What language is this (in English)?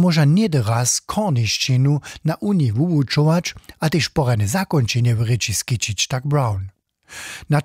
Upper Sorbian